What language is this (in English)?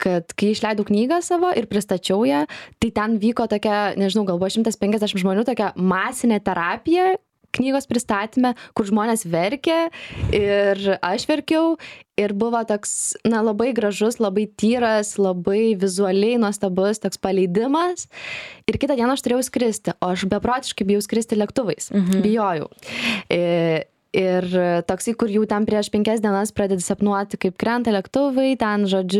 Lithuanian